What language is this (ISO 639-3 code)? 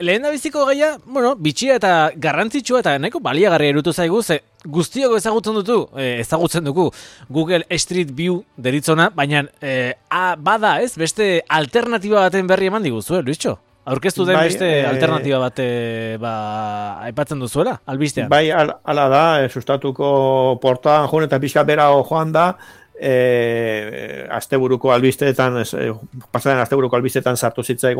eus